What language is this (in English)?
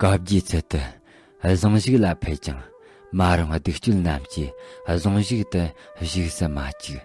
Tibetan